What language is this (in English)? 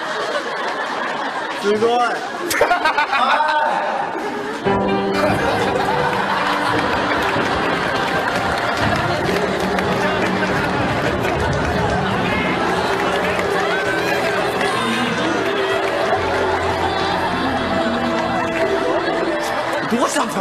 Japanese